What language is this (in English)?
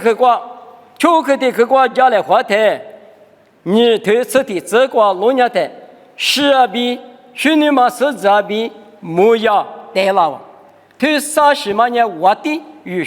Lisu